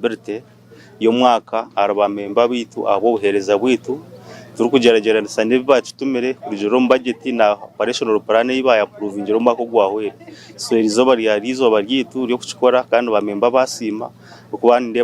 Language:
Nyankole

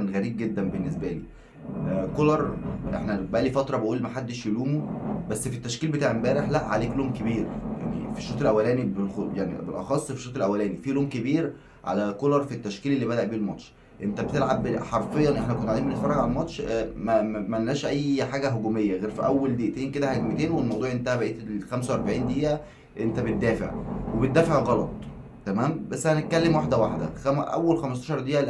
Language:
Egyptian Arabic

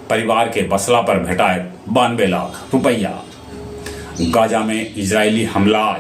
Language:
Magahi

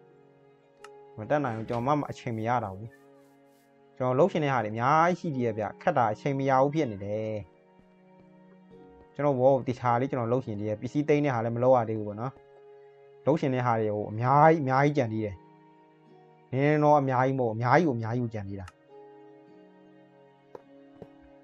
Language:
Burmese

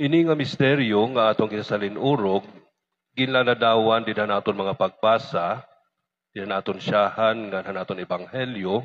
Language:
Waray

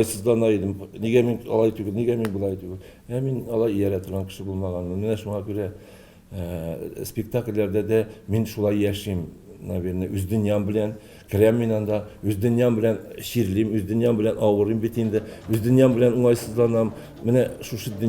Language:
Tatar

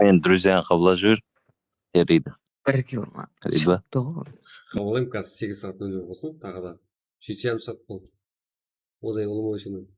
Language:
Kara-Kalpak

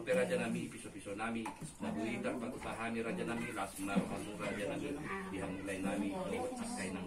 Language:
Batak Toba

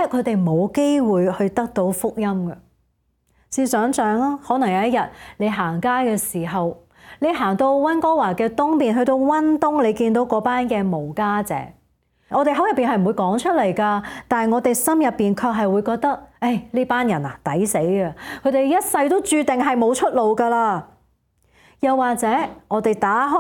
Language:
Cantonese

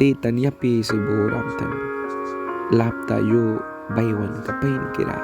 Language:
Mískito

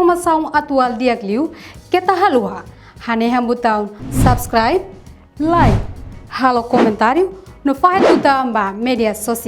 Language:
Tetum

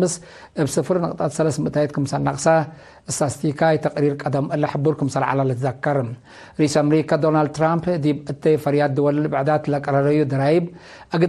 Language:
Tigre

